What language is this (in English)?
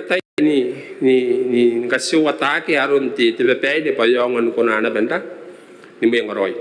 Gilbertese